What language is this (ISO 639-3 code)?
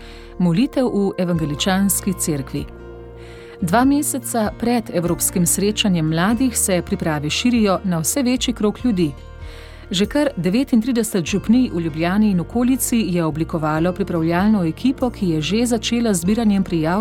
slv